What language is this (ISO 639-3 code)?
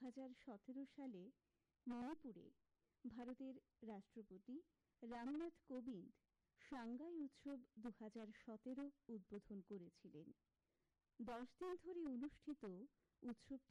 ben